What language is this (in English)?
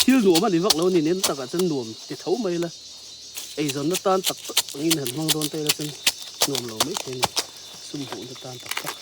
Mizo